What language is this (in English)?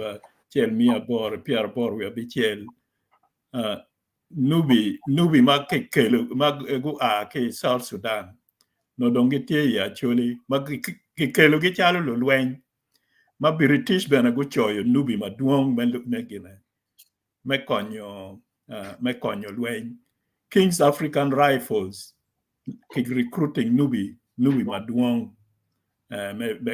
Acoli